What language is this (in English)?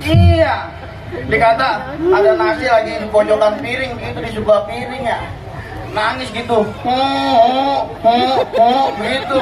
Betawi